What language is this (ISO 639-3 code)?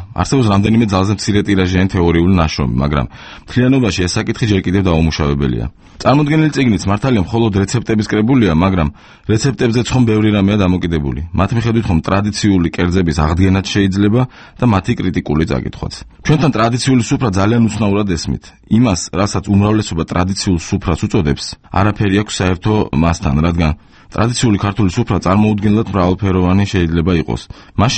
kat